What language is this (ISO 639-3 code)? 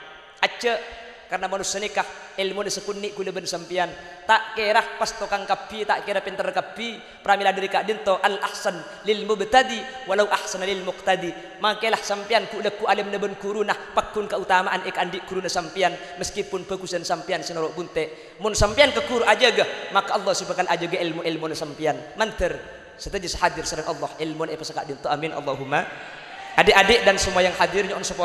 mad